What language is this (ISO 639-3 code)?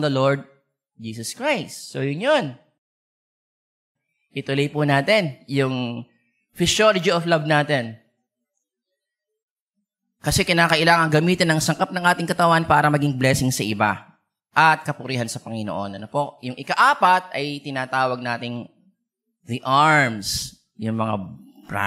fil